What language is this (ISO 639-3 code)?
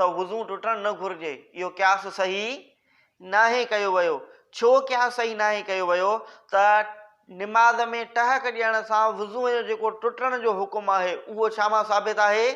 snd